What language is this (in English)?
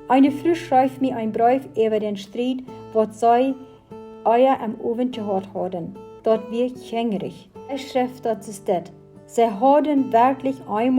Plautdietsch